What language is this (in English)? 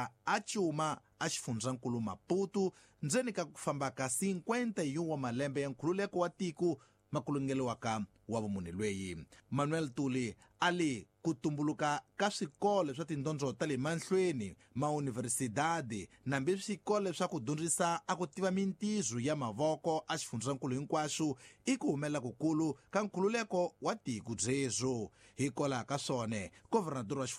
Tsonga